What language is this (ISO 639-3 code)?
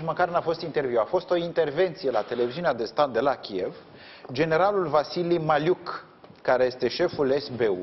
ron